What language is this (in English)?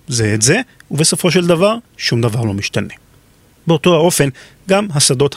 Hebrew